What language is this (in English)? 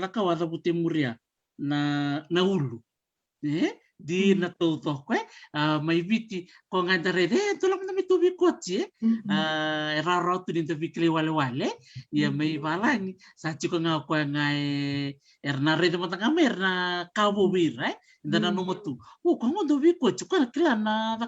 Fijian